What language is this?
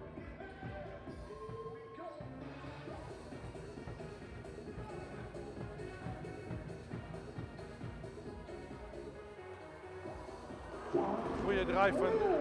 Dutch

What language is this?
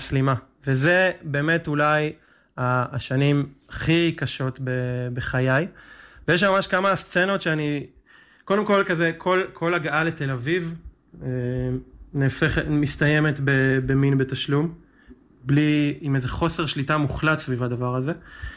Hebrew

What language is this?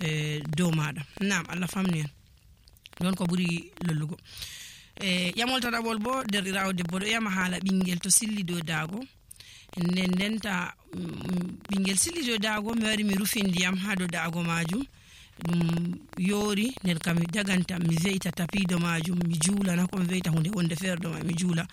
Nigerian Fulfulde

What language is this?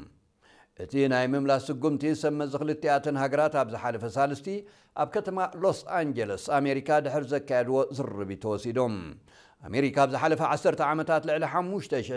Tigrinya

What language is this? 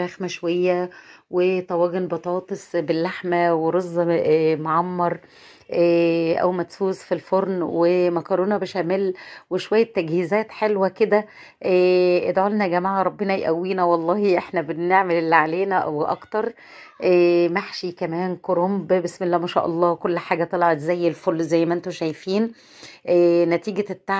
Egyptian Arabic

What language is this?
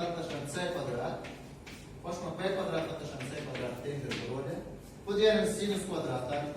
Turkmen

